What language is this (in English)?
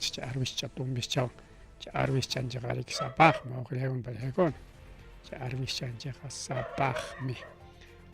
Ayacucho Quechua